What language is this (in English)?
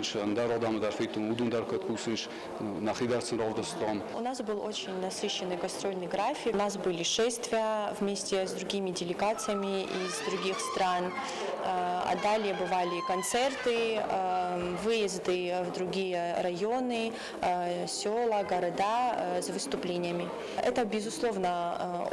Ossetic